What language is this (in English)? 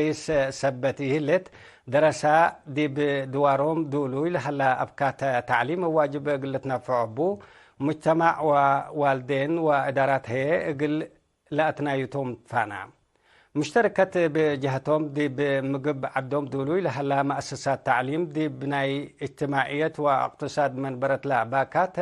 Tigre